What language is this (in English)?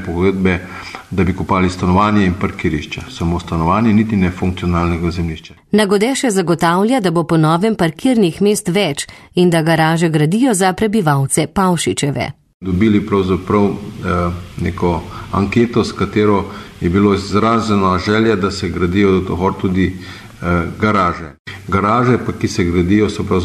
Slovenian